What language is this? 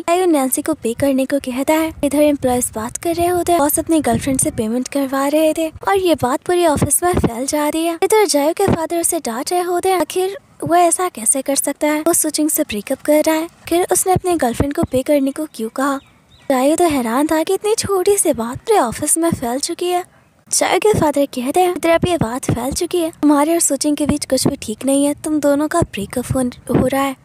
Hindi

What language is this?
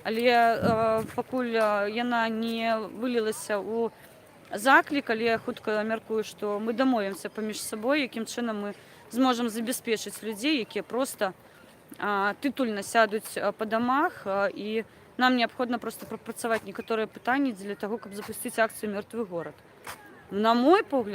Belarusian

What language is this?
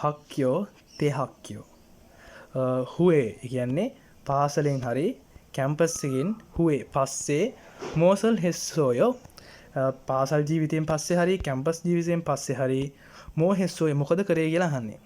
Sinhala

